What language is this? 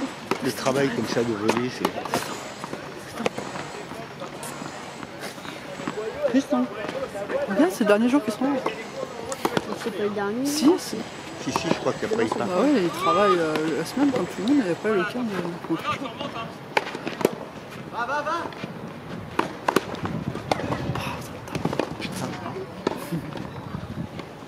French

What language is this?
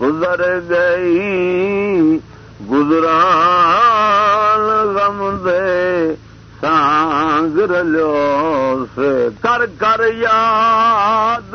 Saraiki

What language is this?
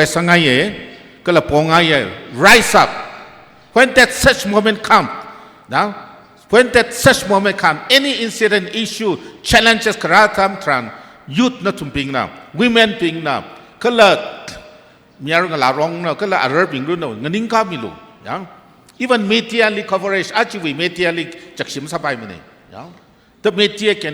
Tangkhul Naga (India)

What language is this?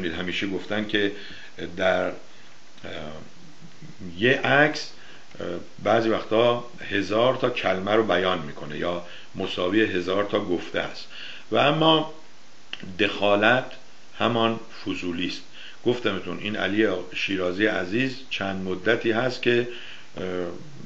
Persian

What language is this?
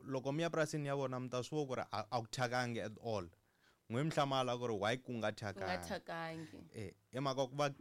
Tsonga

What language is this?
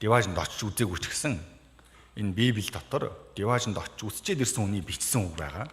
Mongolian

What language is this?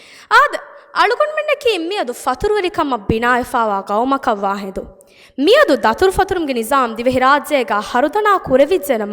Divehi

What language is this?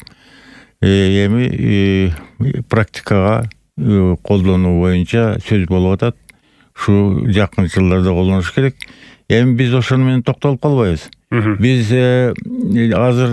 Kyrgyz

